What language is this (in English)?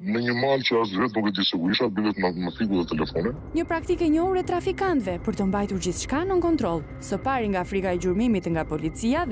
Albanian